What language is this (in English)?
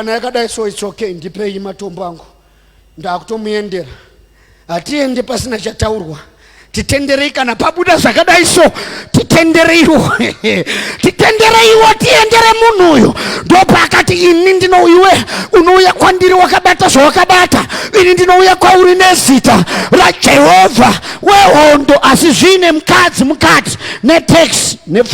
Shona